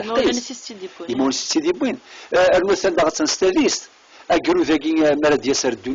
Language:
Kabyle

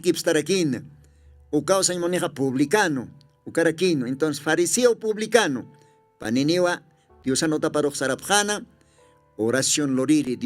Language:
Aymara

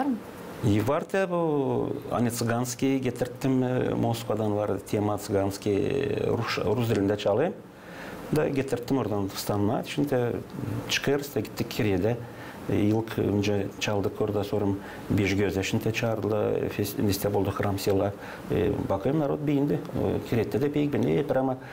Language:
Gagauz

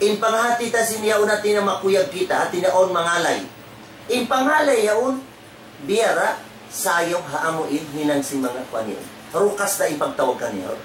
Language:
Tausug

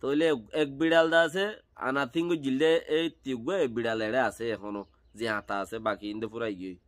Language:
Rohingya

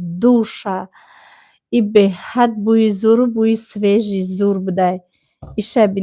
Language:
Tajik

